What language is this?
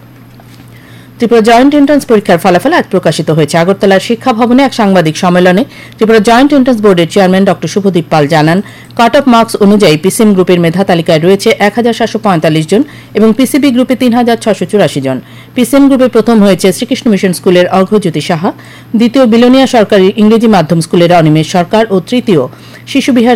Bangla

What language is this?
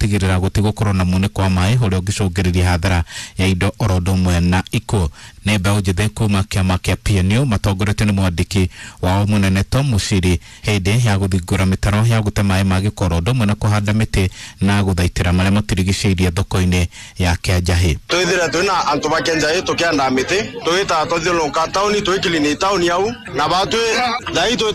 Kikuyu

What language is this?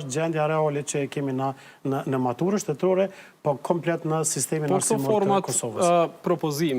Albanian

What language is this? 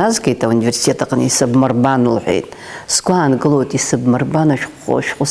Abkhazian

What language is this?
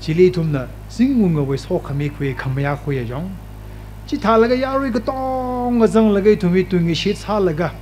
Tangkhul Naga (India)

